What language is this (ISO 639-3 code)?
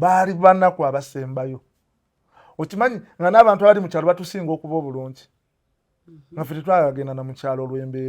lug